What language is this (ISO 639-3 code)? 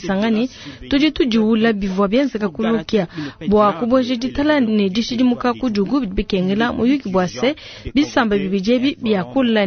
lua